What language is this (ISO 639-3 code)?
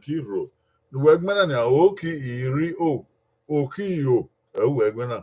bin